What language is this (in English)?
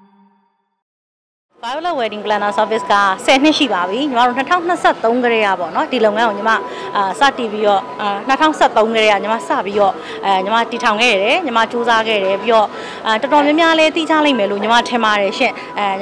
Burmese